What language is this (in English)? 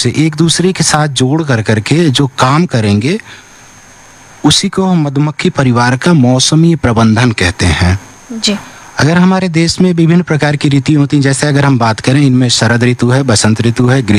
Hindi